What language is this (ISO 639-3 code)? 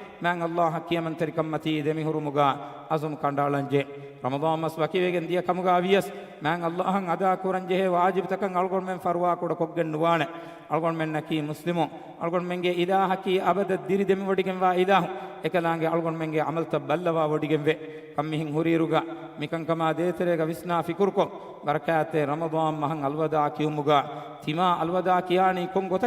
div